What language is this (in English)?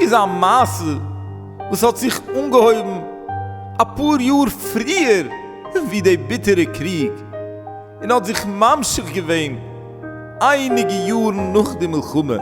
Yiddish